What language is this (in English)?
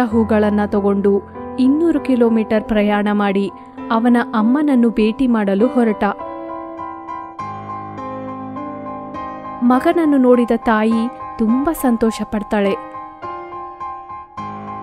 Kannada